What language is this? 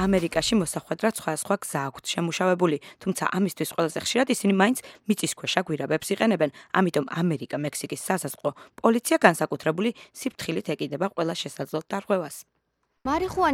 Georgian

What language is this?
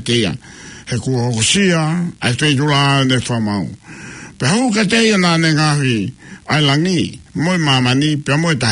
Tongan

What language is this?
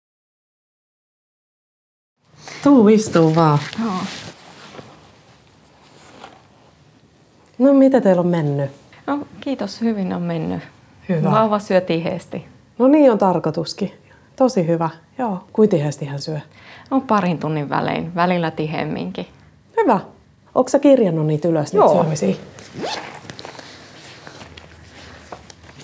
Finnish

